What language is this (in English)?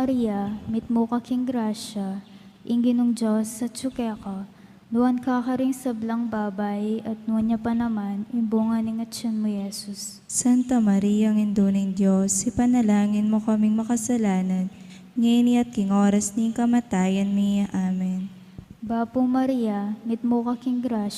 Pampanga